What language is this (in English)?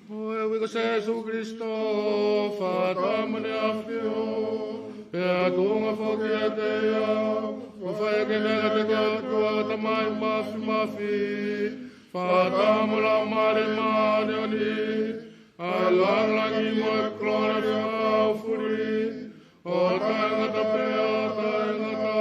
Tongan